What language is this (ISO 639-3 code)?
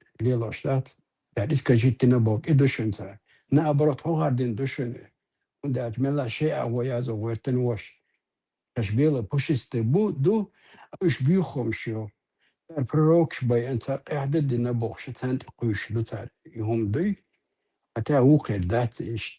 che